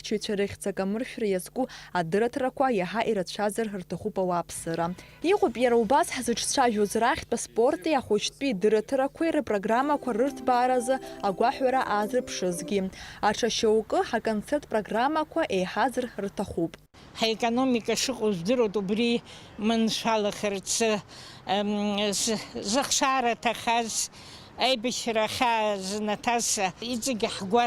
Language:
Abkhazian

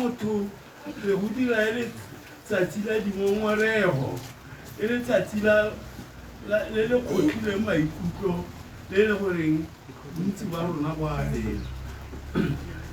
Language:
Tswana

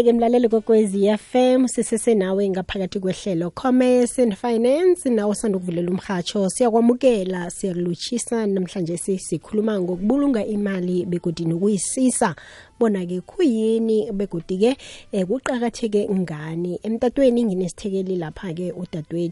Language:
South Ndebele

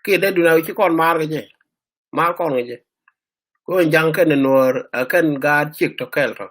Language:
Nuer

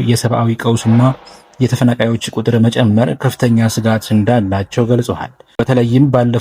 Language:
Amharic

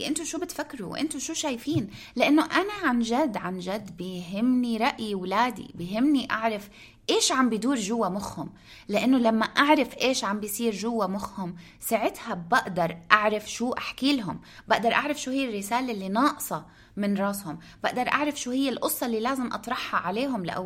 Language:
North Levantine Arabic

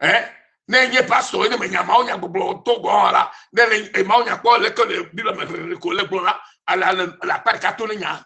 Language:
Ewe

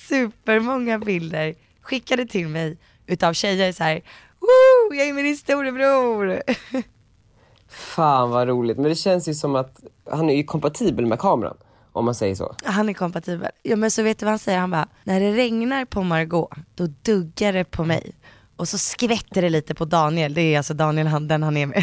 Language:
Swedish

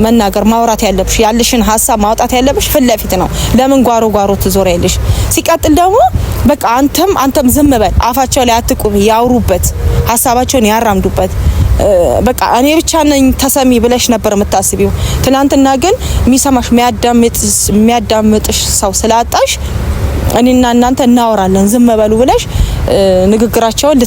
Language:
Amharic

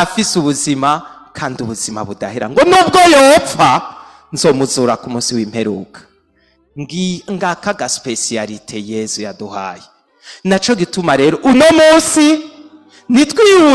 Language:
Rundi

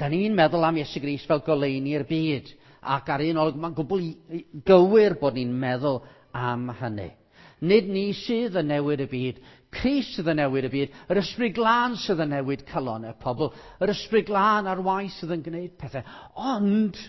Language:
Welsh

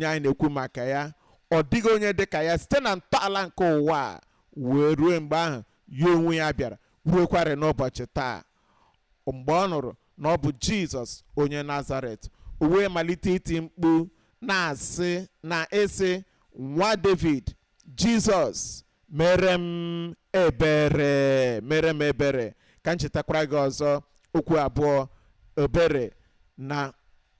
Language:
Igbo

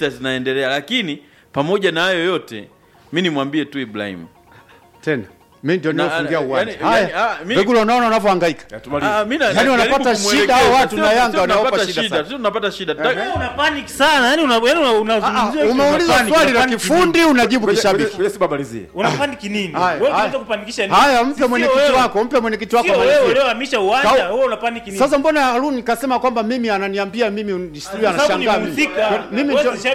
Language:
Swahili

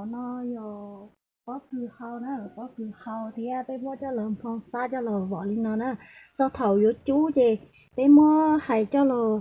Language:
Hmong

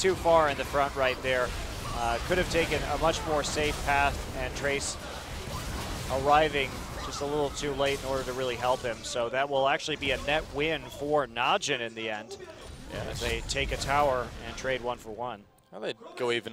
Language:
English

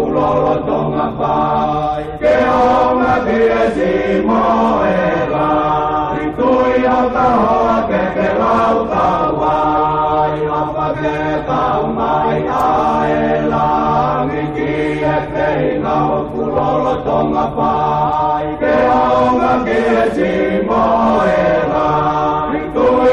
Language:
Tongan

